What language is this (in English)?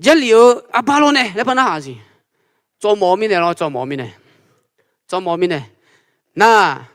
Akha